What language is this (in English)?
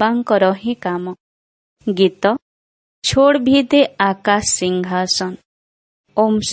Odia